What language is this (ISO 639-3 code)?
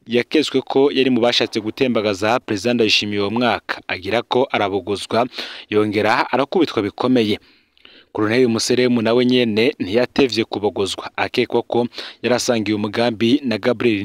run